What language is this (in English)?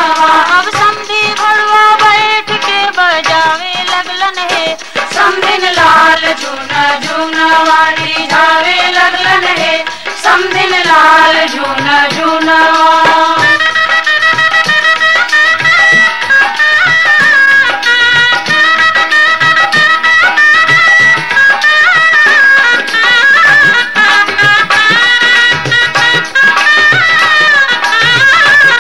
Bhojpuri